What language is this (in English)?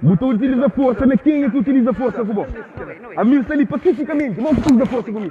Kabuverdianu